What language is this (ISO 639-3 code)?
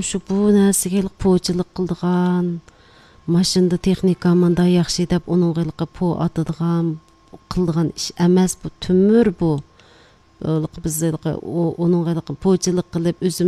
uig